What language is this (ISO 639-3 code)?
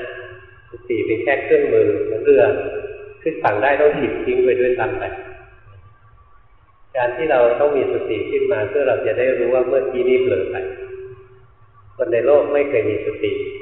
tha